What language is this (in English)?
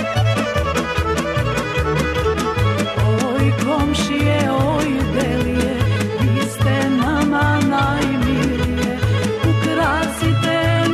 Serbian